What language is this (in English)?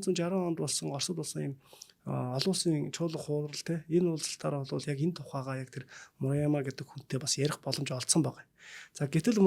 Mongolian